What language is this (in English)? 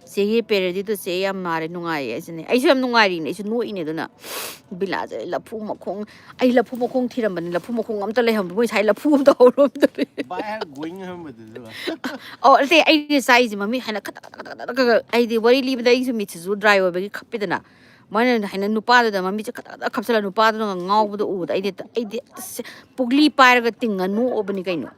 Manipuri